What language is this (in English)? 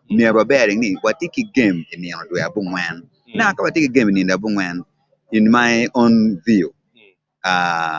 Acoli